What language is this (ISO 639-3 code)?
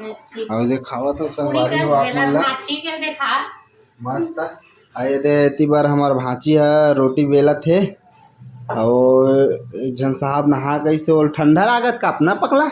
hne